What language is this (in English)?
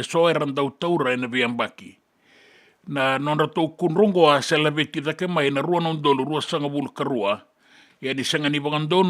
Fijian